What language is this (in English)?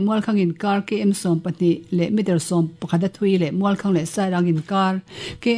Mizo